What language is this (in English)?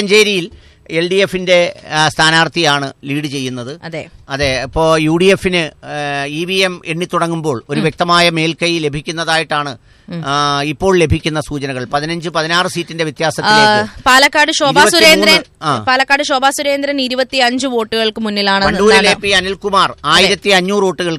Malayalam